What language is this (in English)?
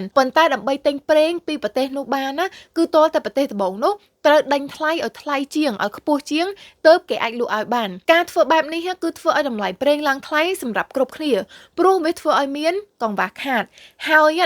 Khmer